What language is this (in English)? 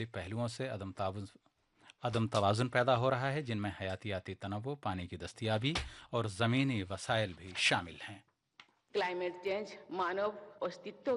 Urdu